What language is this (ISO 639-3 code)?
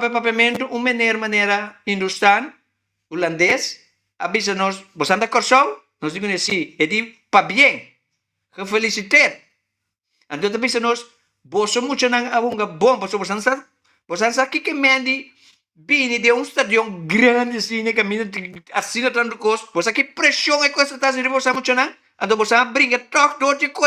pap